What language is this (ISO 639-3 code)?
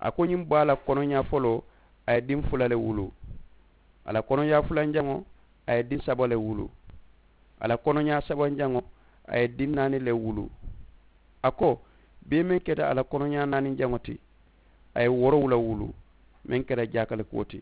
man